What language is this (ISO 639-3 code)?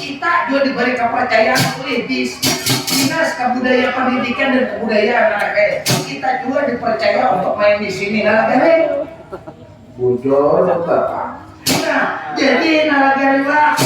bjn